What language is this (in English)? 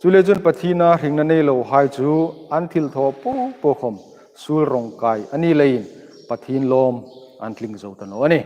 Hmar